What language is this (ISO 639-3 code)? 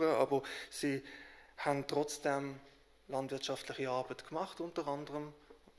gsw